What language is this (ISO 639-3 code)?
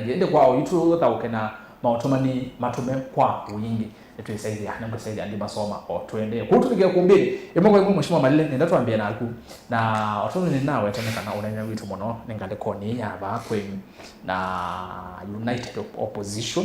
kam